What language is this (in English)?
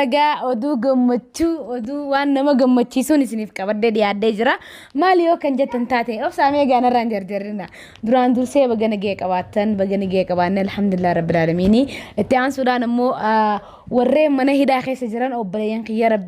Oromo